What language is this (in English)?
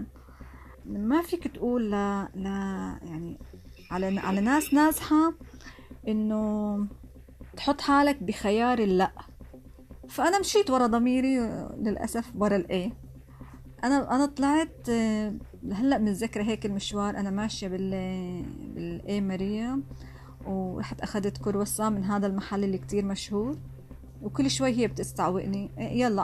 North Levantine Arabic